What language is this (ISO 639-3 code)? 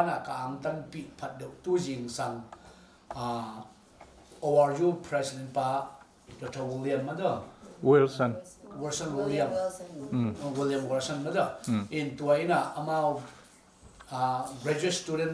ctd